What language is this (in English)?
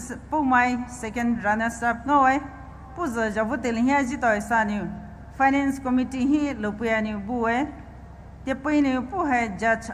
Poumei Naga